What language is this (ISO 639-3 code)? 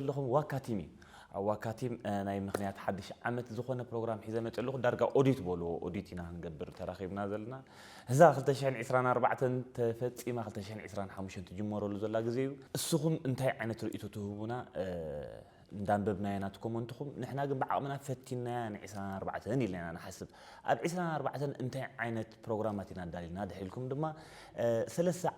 tir